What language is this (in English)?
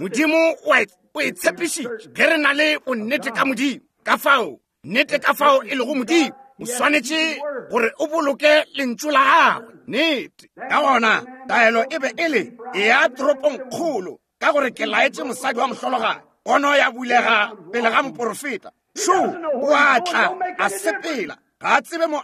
Northern Sotho